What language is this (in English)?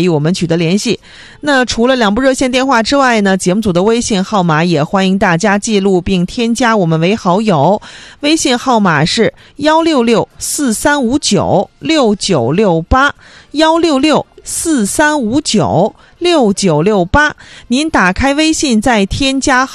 Chinese